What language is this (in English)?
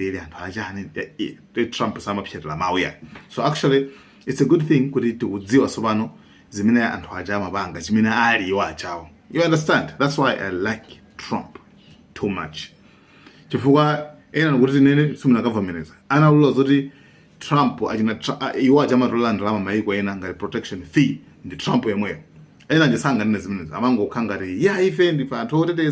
Nyanja